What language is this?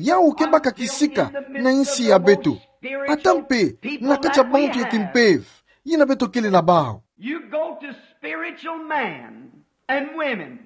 Kituba (Democratic Republic of Congo)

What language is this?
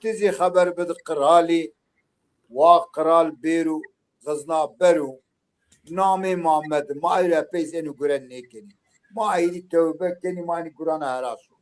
Zaza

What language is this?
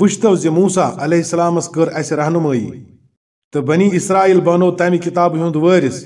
Kashmiri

